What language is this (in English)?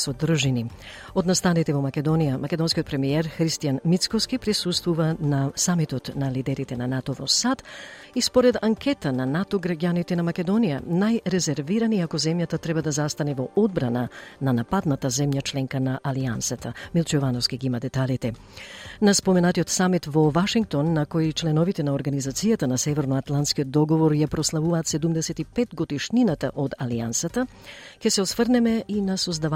Macedonian